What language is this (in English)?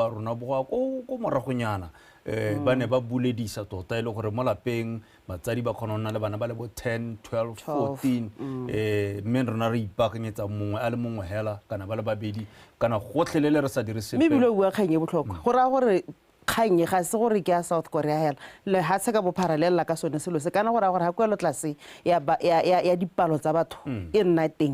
Tswana